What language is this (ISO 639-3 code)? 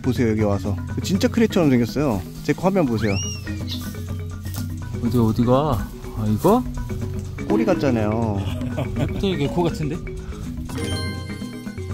kor